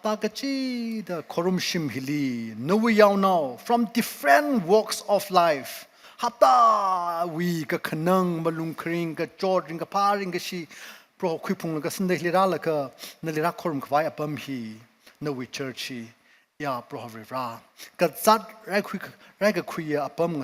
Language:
Tangkhul Naga (India)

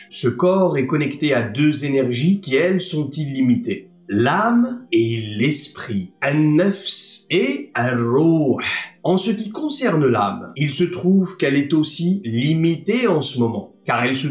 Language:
French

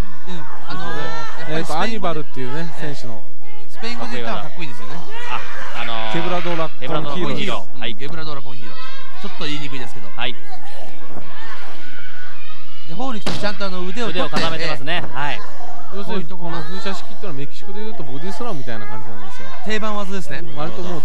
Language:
Japanese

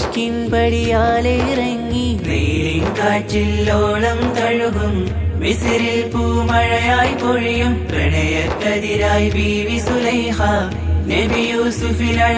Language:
Malayalam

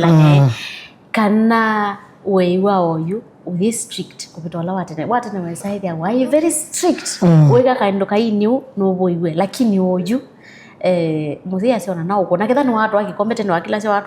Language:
Kamba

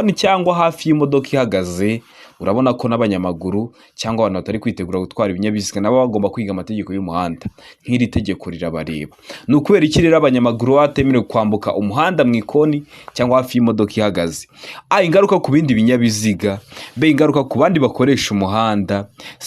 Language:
Kinyarwanda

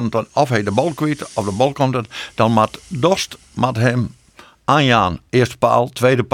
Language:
Western Frisian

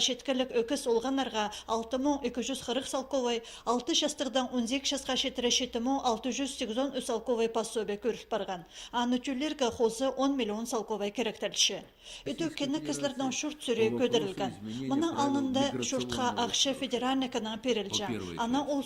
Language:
Khakas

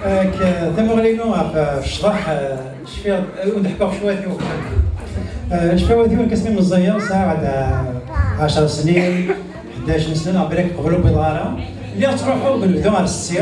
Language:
Kabyle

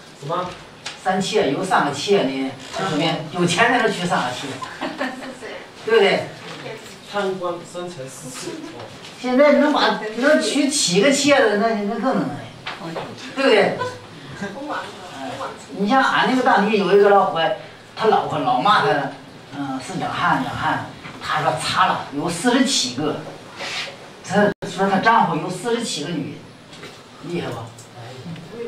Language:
Chinese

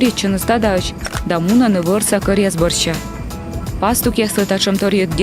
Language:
Komi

